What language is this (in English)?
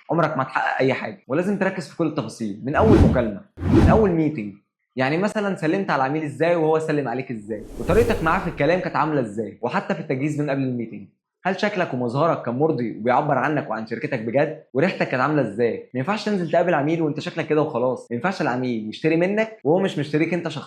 Egyptian Arabic